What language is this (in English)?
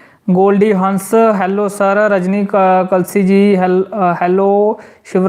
Dogri